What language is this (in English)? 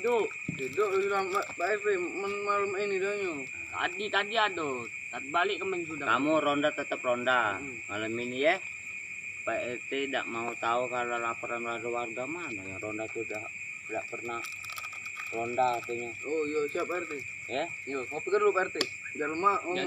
Musi